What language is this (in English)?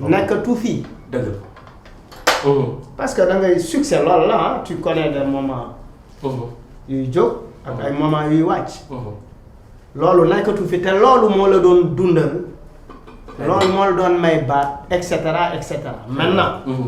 Wolof